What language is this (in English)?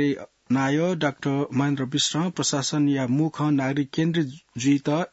Newari